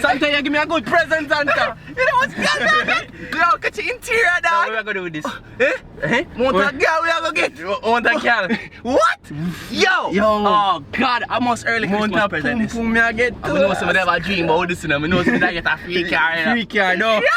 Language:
Jamaican Creole English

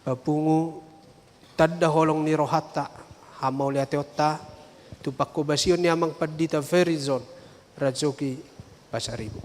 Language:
Batak Toba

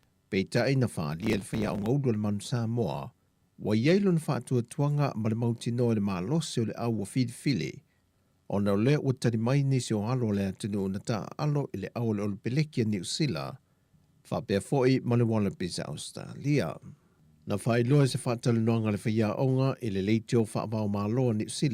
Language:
Samoan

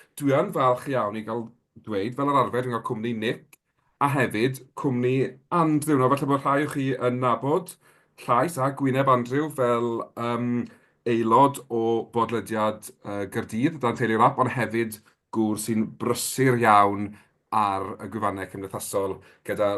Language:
Welsh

